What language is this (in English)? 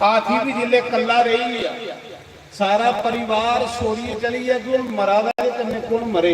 Dogri